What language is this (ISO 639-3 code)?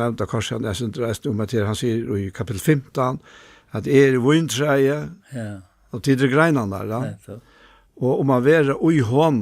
fao